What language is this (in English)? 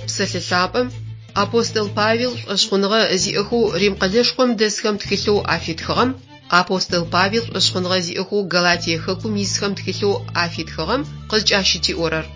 Adyghe